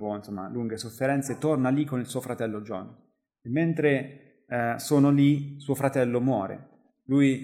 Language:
Italian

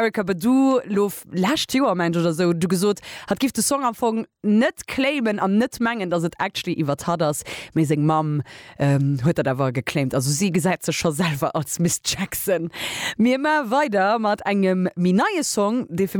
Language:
Luxembourgish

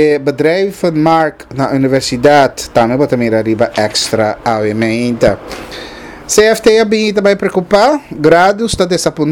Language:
Papiamento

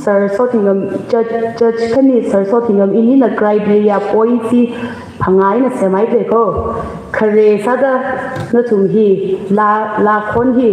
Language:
Tangkhul Naga (India)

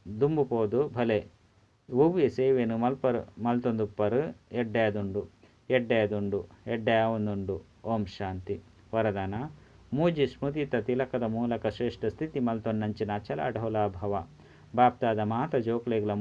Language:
Tulu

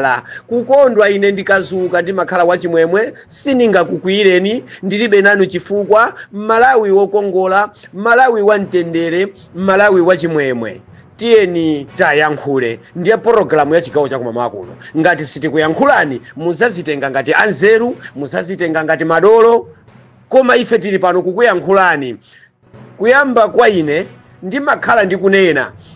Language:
Nyanja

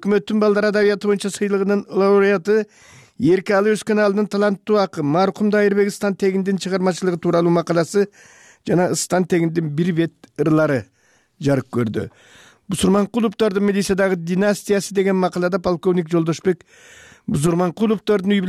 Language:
Kyrgyz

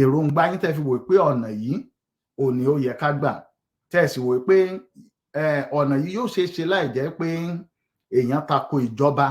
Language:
Yoruba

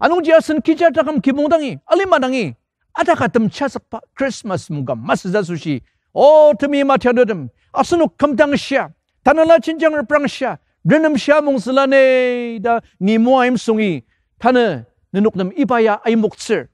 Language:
Ao Naga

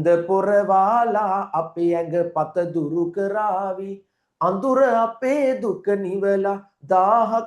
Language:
Sinhala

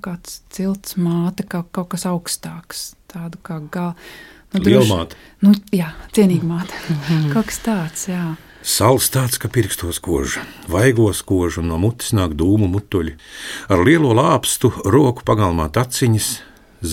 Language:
Latvian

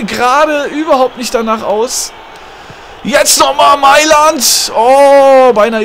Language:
German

